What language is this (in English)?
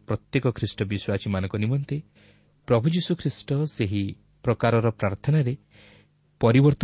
Odia